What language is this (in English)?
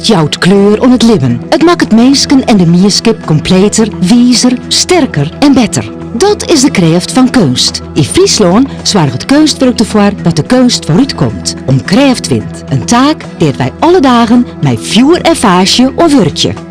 Western Frisian